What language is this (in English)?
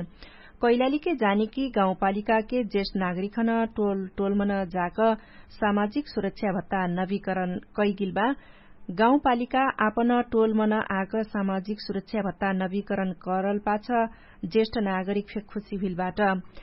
Dangaura Tharu